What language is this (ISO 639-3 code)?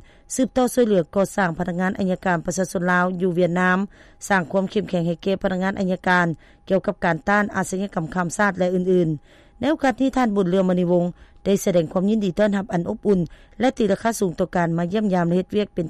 lao